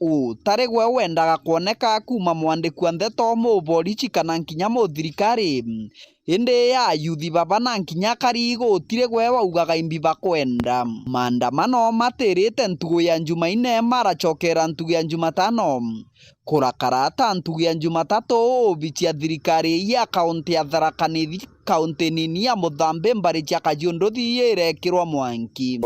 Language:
Meru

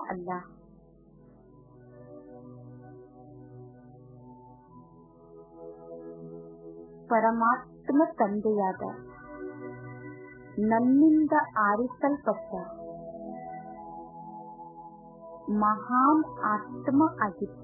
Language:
Kannada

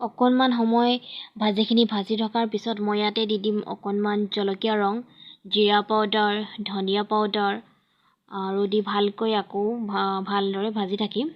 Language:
Assamese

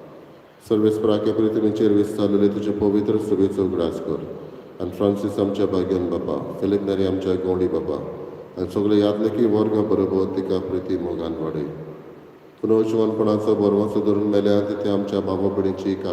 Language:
Konkani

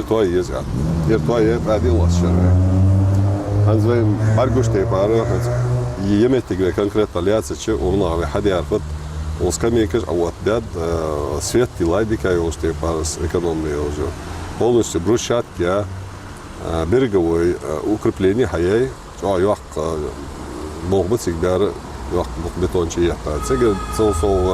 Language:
Ingush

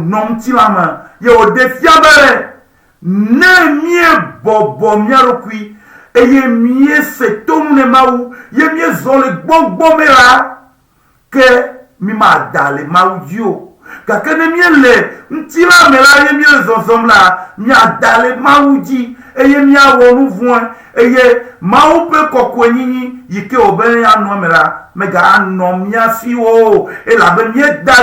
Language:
Ewe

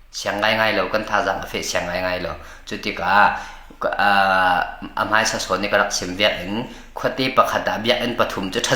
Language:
Falam Chin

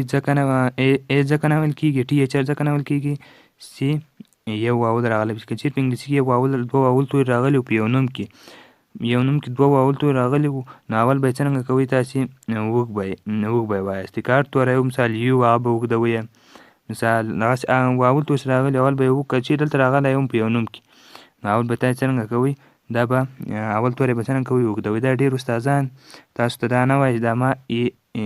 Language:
Pashto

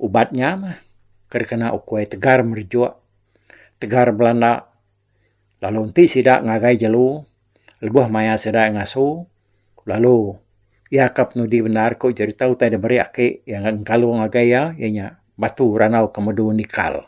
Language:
Iban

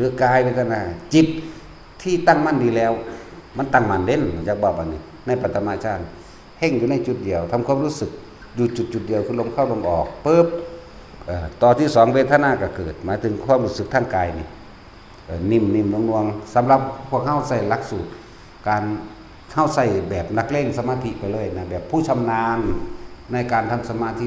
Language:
Northeastern Thai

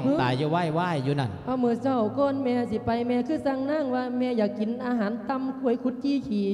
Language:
Lao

